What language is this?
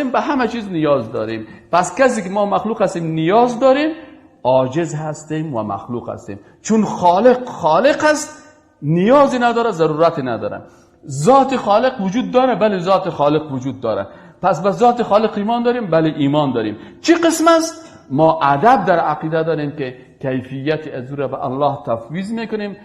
Persian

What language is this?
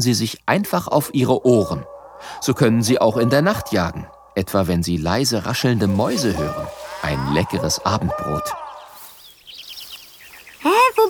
German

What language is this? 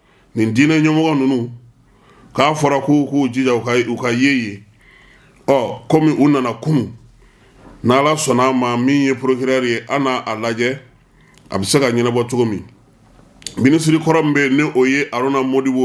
Bambara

